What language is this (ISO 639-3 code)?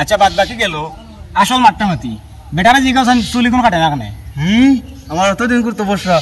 syl